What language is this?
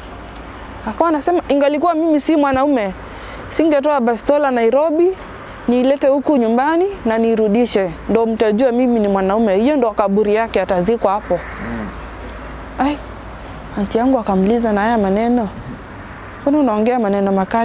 Swahili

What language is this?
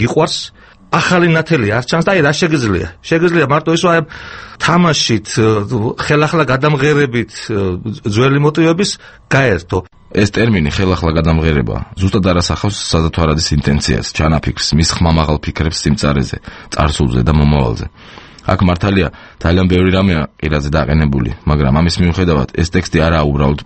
Georgian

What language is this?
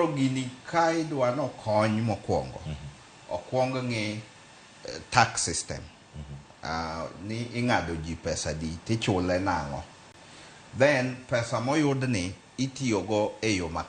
Luo (Kenya and Tanzania)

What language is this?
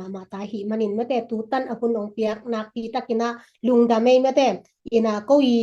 Tedim Chin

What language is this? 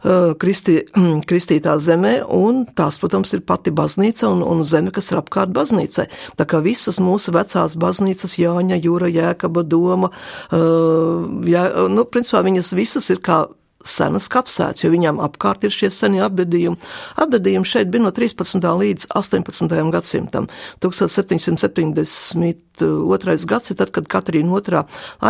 Latvian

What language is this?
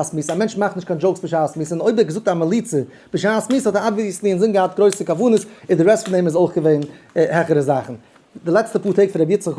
Yiddish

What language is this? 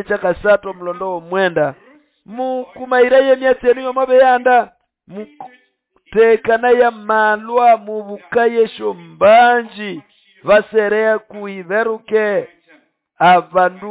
Nande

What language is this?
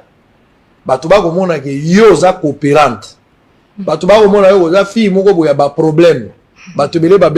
Lingala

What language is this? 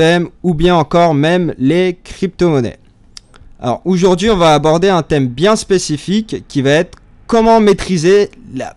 French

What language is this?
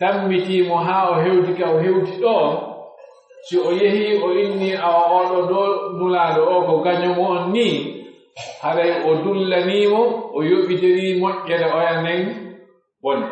Pular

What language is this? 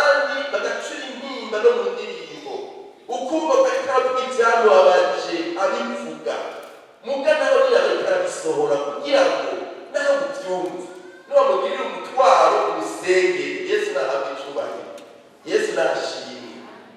Rundi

